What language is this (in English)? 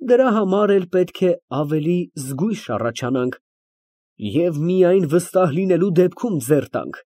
Armenian